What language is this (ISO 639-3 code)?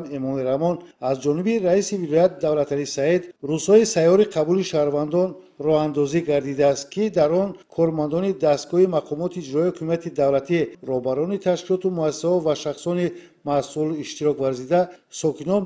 tgk